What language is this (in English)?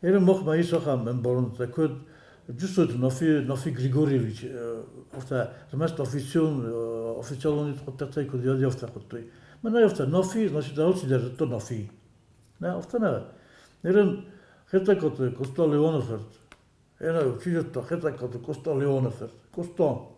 Ossetic